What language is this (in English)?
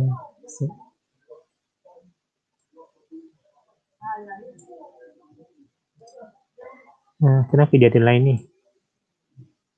Malay